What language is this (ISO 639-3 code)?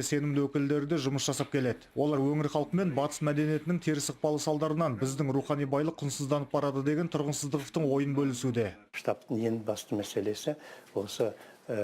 kaz